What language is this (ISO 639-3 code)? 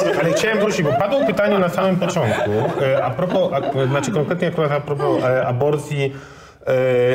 pol